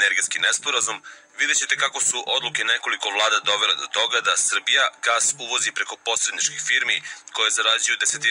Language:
Serbian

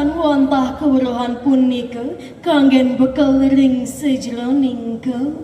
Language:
Balinese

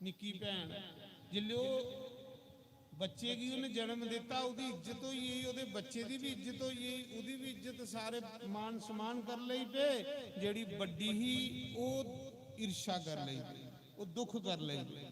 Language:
Dogri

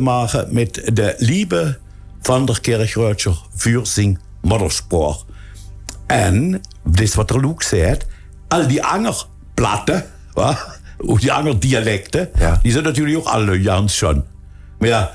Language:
Limburgish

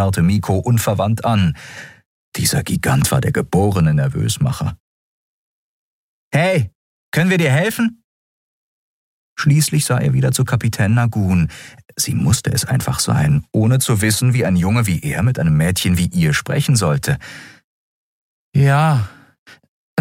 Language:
German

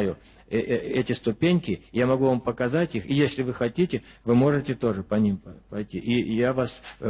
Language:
Russian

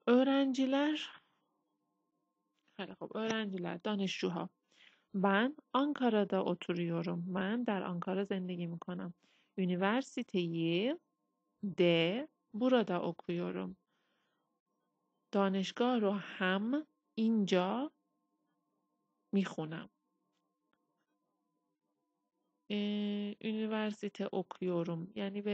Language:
Persian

